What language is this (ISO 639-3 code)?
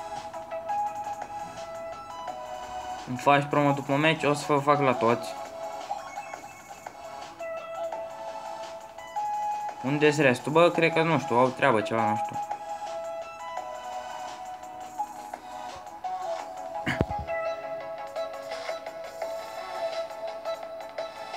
ron